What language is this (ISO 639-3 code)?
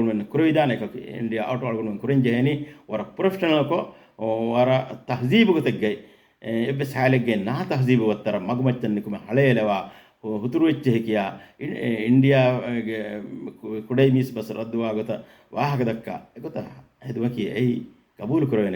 div